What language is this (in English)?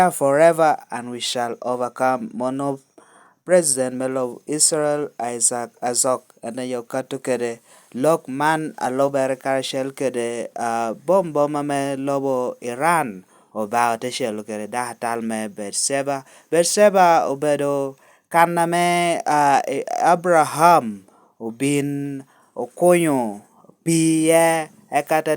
Lango (Uganda)